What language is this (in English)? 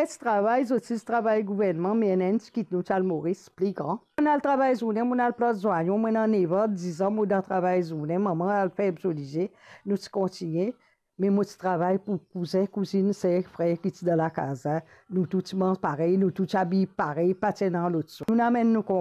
Morisyen